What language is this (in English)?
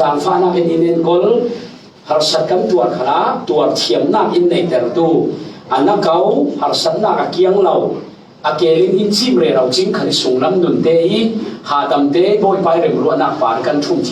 Falam Chin